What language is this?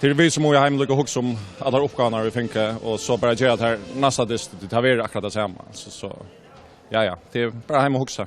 Faroese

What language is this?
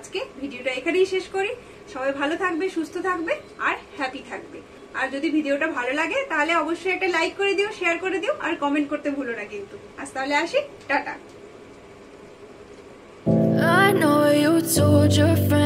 Bangla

